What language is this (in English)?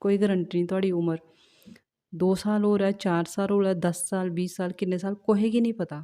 Dogri